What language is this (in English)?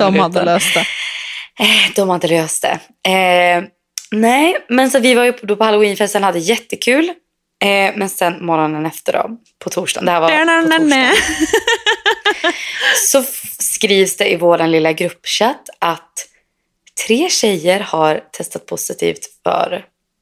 Swedish